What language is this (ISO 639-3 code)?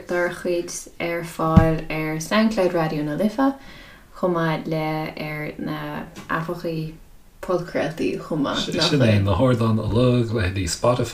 gle